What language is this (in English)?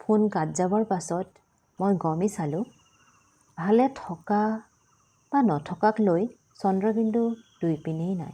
Assamese